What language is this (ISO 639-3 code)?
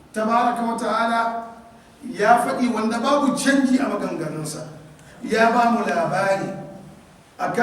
hau